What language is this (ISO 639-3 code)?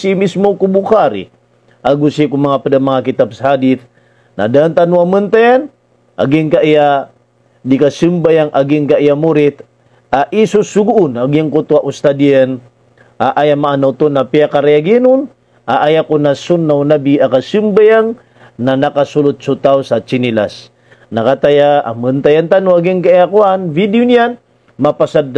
mrw